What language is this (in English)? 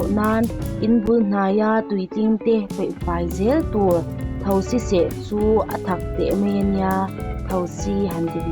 Mizo